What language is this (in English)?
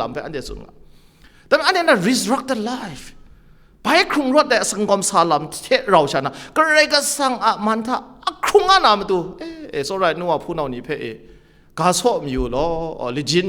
Kachin